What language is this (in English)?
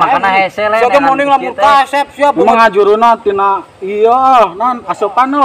Sundanese